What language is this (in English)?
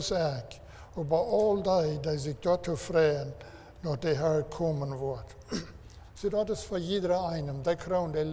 Plautdietsch